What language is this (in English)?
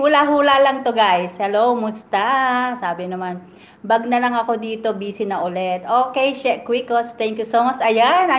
Filipino